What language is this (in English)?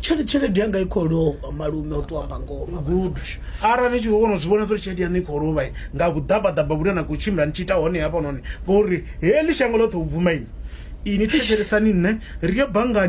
Venda